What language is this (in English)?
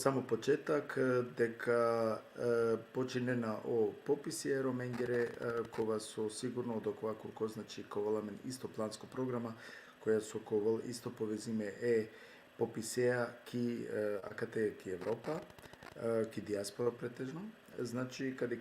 Balkan Romani